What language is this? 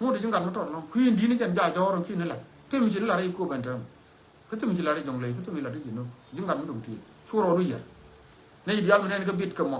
Nuer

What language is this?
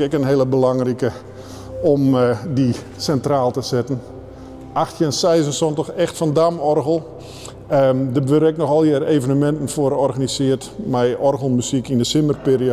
Western Frisian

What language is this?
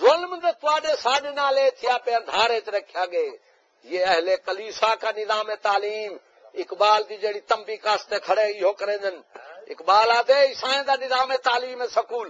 Saraiki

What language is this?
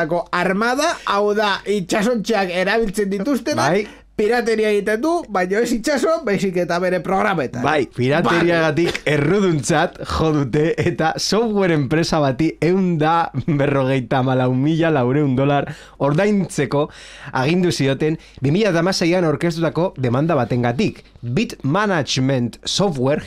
Basque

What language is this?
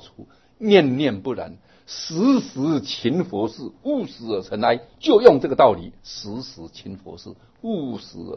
Chinese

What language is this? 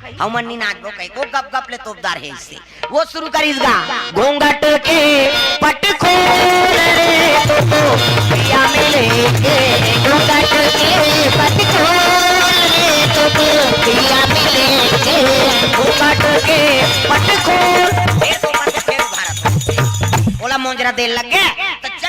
Chhattisgarhi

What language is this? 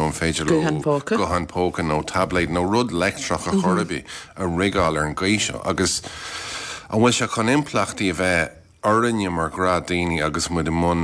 Irish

